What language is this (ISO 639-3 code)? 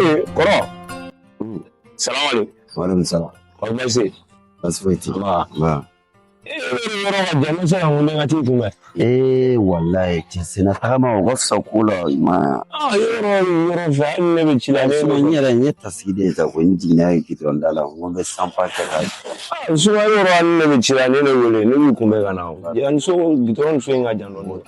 bam